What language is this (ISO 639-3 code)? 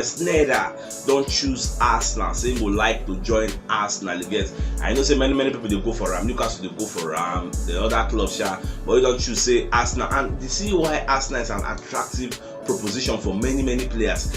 pcm